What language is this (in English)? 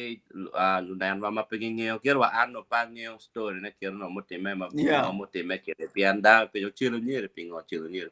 Acoli